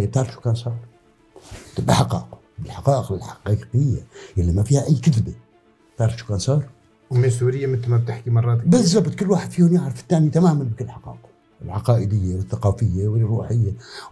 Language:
North Levantine Arabic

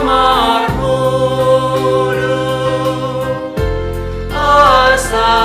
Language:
Batak Simalungun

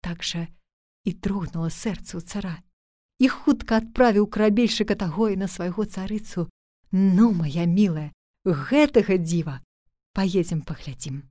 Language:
Belarusian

